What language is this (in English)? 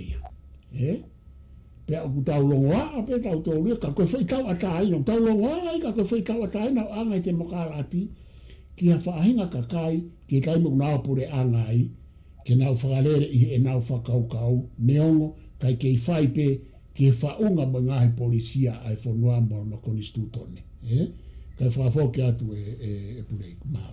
Tongan